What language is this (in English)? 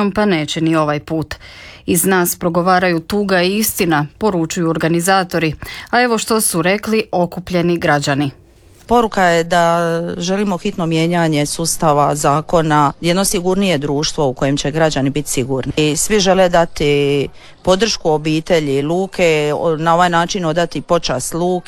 Croatian